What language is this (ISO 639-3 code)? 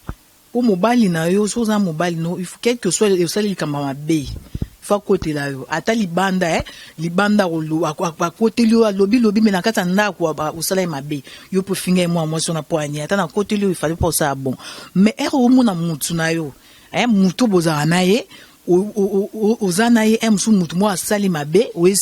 lin